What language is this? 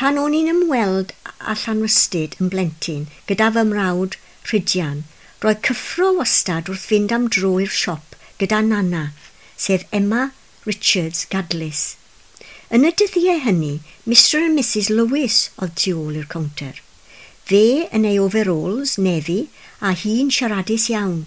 Welsh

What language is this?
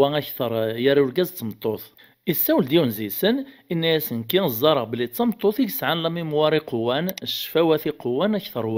Kabyle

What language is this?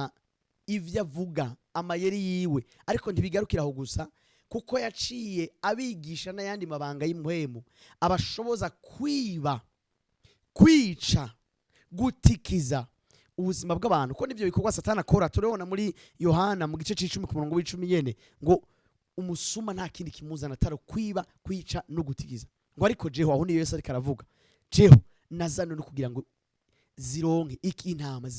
Rundi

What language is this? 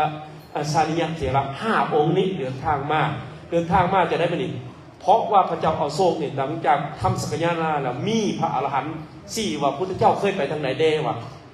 Lao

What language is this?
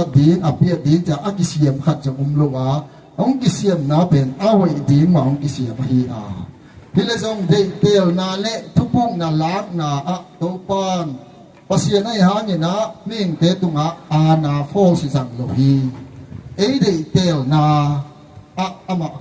Tedim Chin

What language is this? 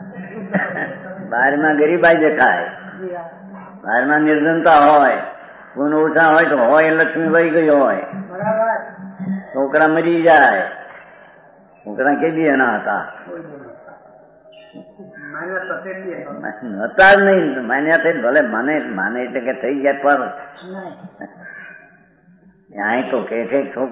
Gujarati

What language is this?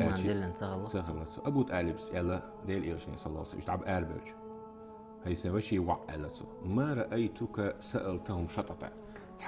Chechen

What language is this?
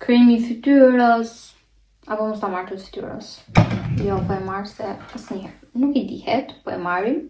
Albanian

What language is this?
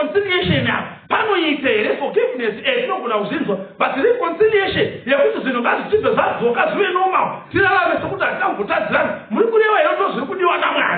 Shona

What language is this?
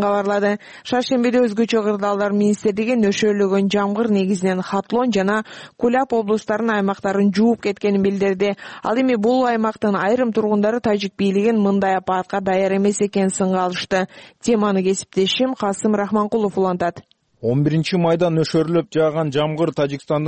Kyrgyz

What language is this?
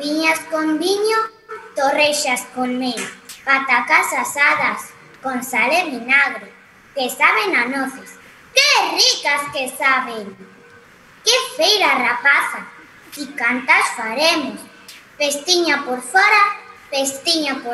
Galician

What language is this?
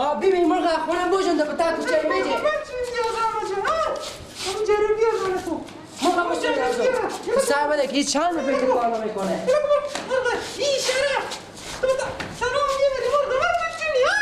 Hazaragi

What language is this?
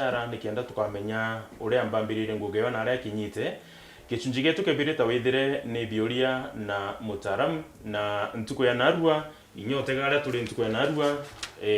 Meru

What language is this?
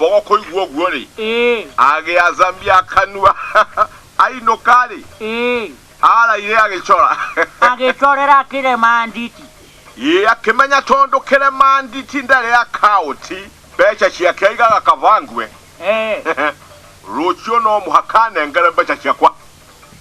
Kikuyu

